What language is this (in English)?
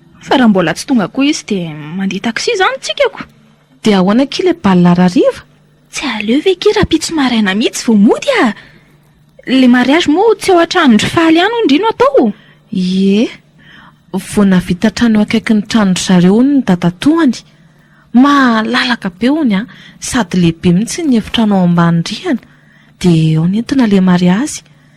Malagasy